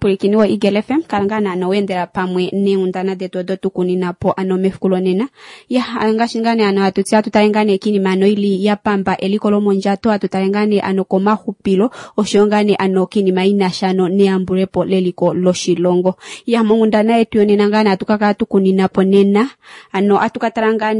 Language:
Kuanyama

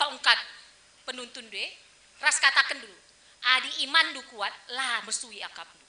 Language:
Batak Karo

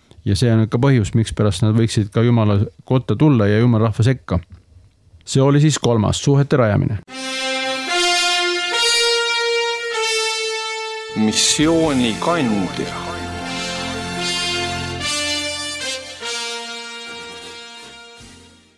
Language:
Estonian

